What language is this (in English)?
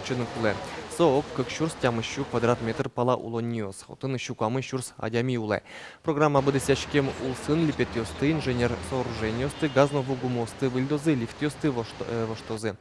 Udmurt